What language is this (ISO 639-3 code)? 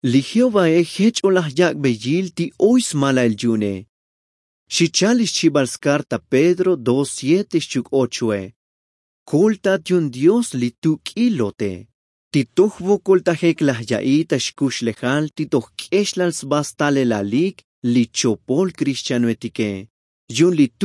tzo